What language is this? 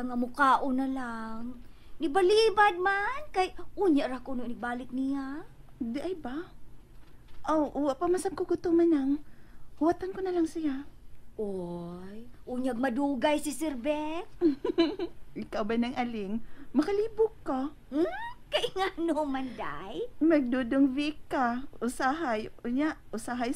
Cebuano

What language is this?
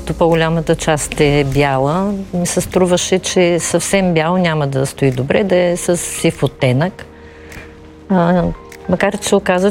Bulgarian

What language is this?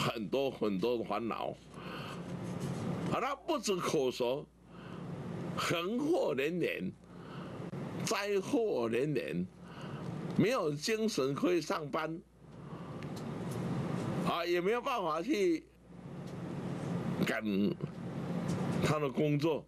Chinese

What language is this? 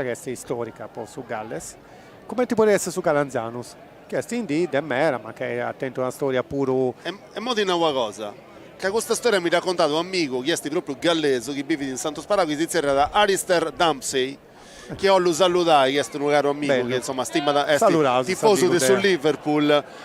Sardinian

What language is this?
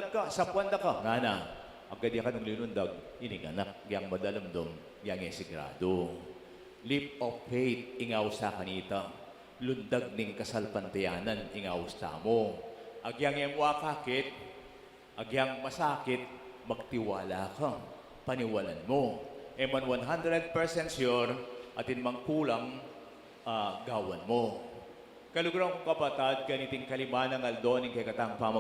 Pampanga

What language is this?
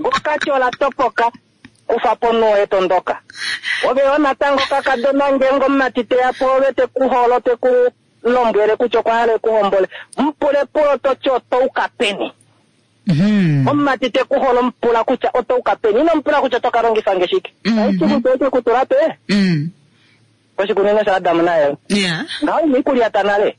Kuanyama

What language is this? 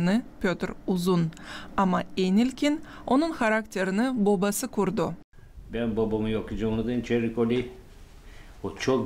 Gagauz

